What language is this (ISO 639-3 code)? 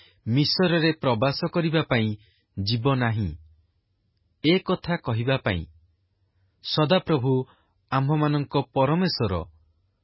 ori